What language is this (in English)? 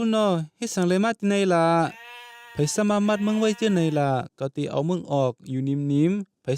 Shan